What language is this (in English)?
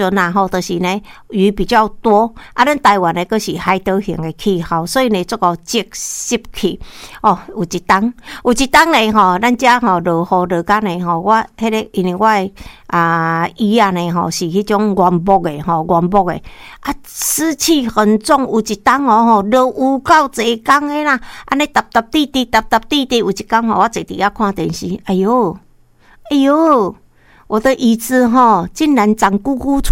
Min Nan Chinese